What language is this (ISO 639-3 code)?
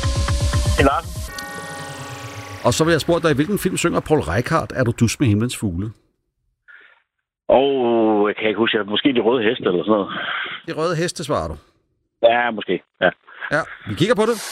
dan